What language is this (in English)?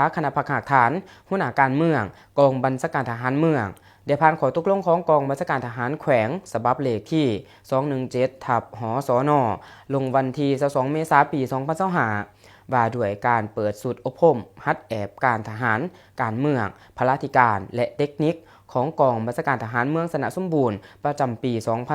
Lao